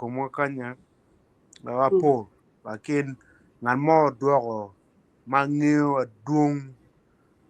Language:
Acoli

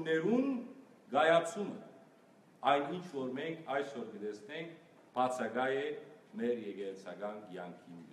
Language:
Western Armenian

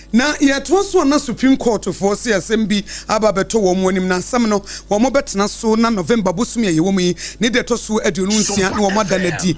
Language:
Akan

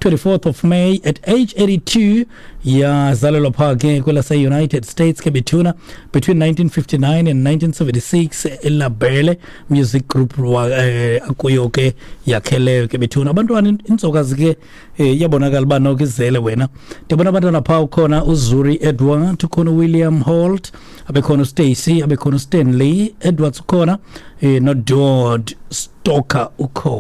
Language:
Xhosa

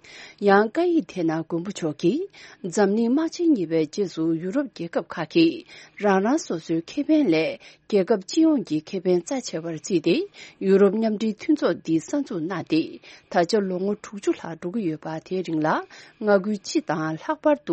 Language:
Tibetan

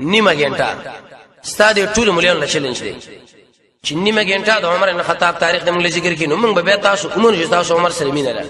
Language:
Pashto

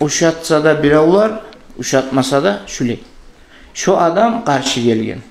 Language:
Kumyk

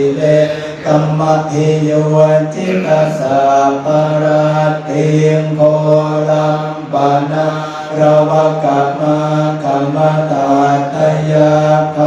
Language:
Pali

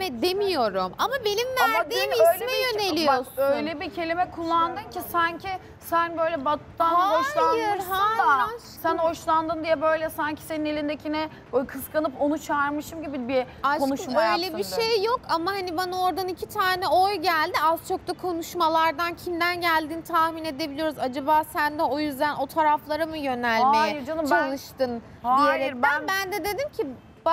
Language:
Turkish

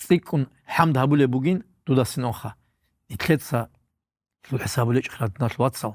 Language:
Avaric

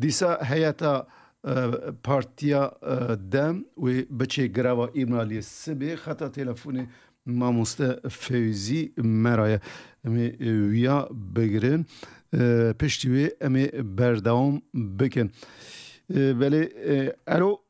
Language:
Kurdish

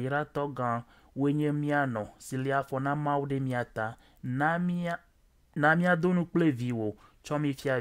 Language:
Ewe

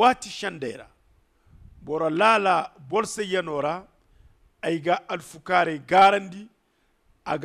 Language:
Zarma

